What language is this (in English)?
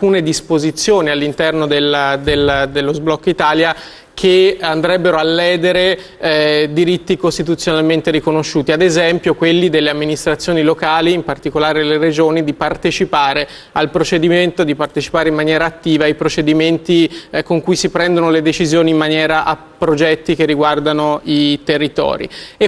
Italian